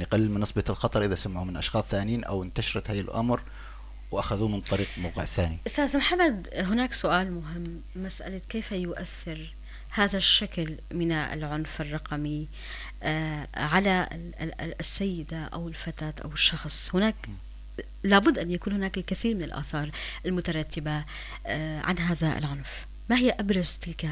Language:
North Levantine Arabic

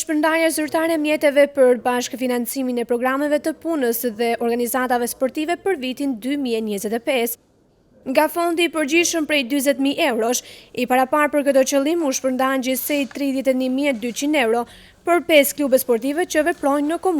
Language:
Albanian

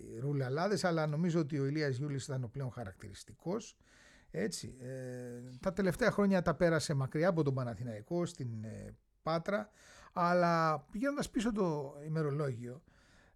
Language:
Greek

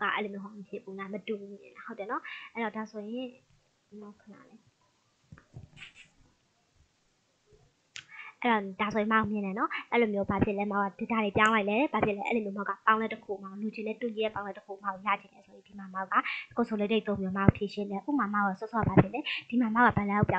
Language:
Burmese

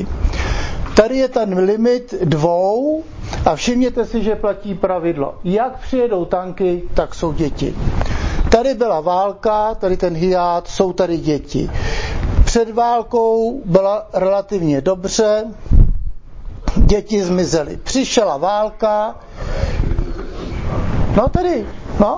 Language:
Czech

